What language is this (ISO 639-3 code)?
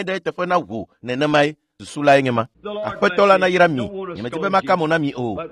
ewe